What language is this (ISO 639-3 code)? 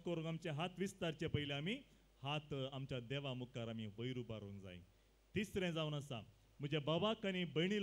kok